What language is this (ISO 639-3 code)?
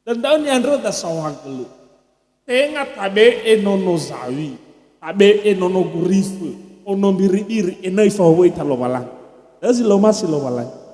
nia